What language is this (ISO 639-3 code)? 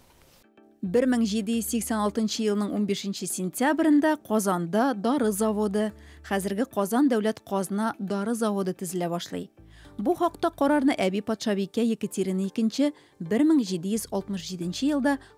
tat